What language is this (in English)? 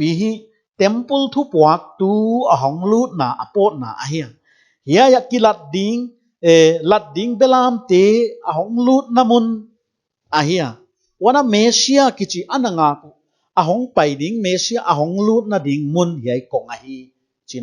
Paite Chin